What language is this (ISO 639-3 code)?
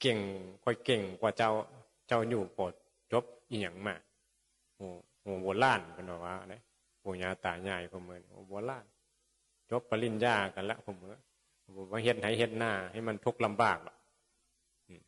tts